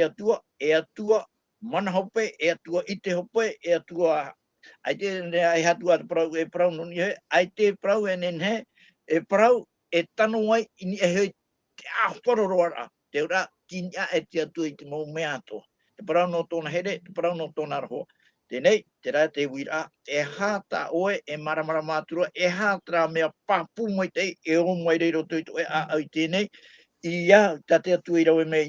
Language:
Tahitian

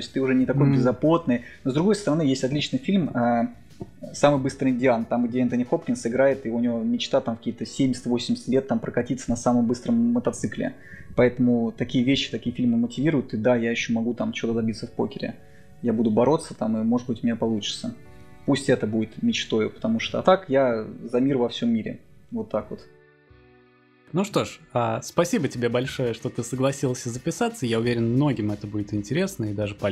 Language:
Russian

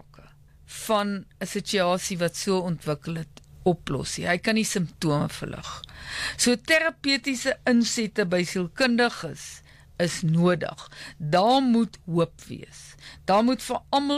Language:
Afrikaans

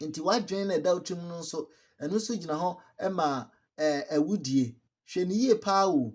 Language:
Akan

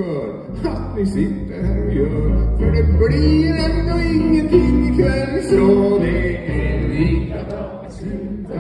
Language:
Swedish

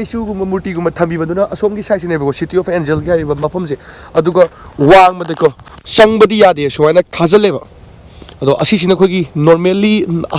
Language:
Manipuri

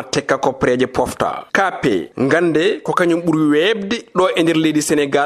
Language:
Fula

